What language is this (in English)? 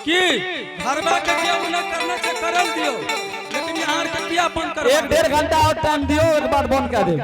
Angika